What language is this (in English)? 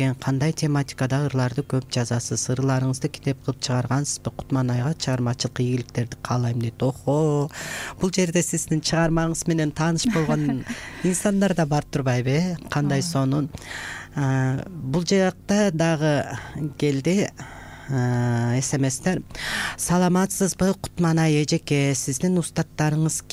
Kyrgyz